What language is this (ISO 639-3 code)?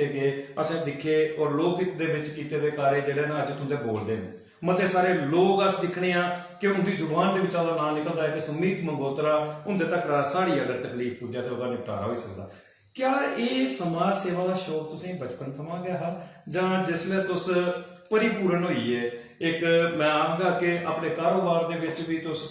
doi